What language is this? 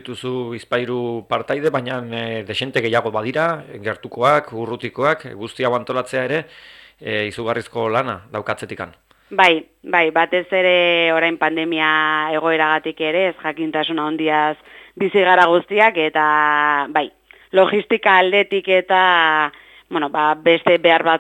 Basque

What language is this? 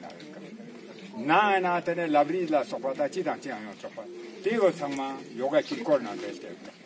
Ladakhi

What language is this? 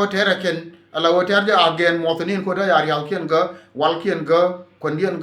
Nuer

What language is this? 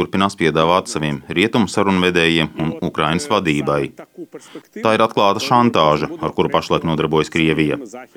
Latvian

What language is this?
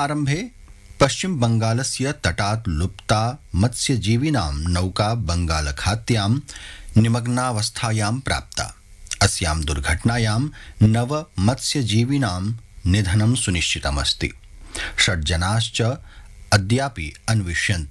Sanskrit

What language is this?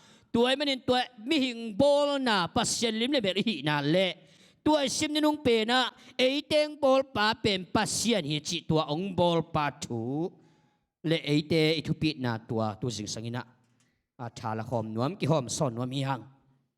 Tedim Chin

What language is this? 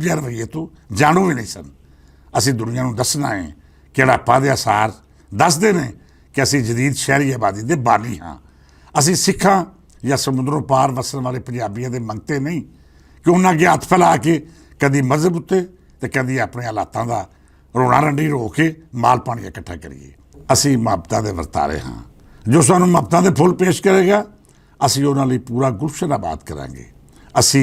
Western Panjabi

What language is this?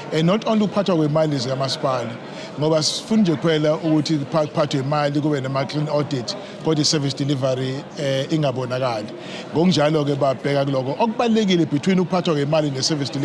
Zulu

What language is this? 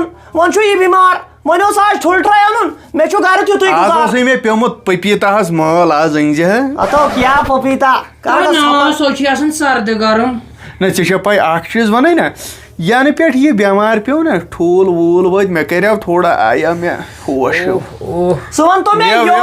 Kashmiri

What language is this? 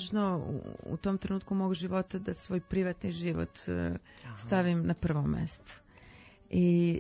Serbian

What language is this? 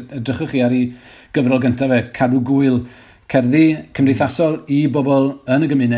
Welsh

